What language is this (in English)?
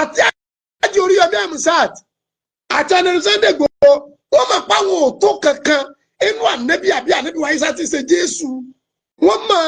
Yoruba